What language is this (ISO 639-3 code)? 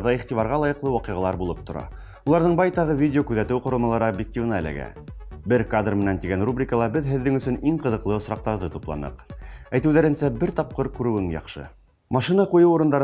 bak